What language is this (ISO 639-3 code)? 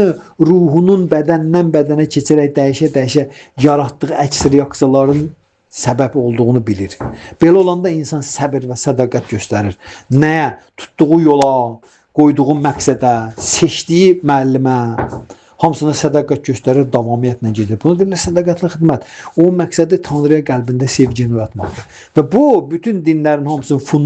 aze